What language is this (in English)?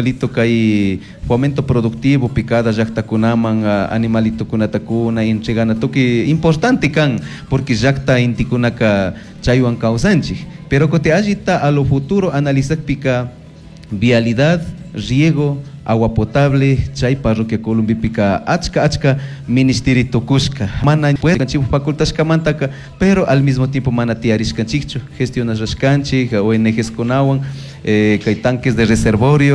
Chimborazo Highland Quichua